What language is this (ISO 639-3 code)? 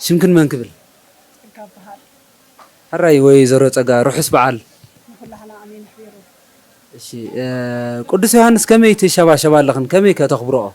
tir